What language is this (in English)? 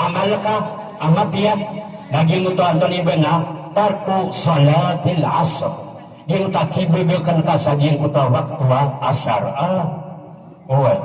Maranao